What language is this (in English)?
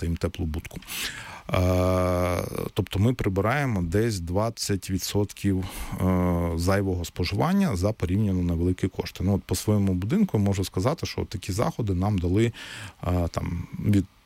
Ukrainian